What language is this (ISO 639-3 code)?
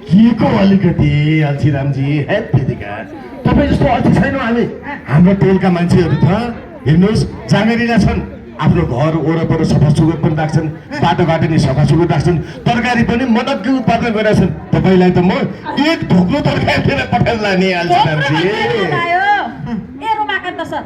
nep